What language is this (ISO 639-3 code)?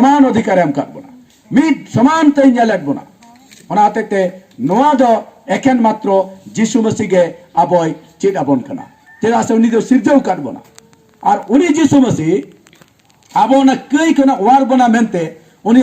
sat